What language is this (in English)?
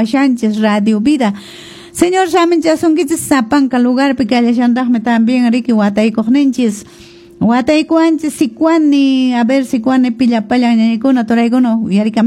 Quechua